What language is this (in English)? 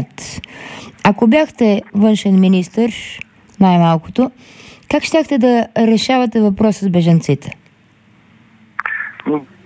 Bulgarian